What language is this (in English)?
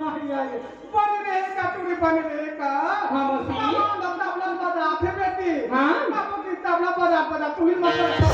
Chhattisgarhi